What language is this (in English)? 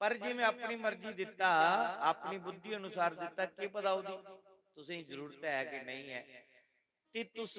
Dogri